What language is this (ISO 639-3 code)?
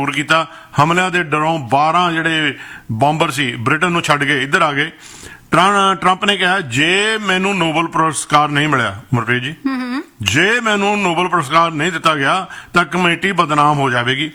pan